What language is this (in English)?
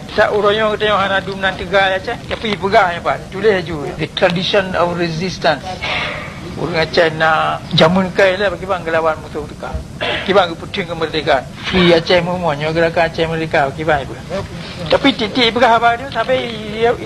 Achinese